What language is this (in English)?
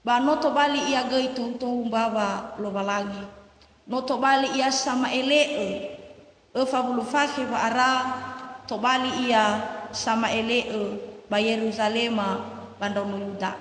Nias